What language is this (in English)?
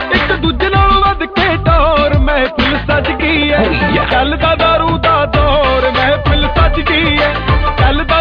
Punjabi